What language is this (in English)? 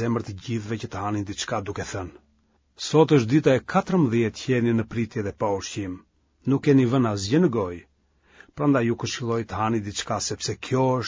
Albanian